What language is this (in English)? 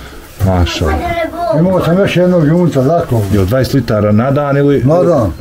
Bosnian